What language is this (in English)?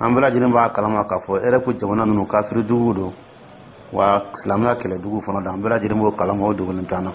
Dyula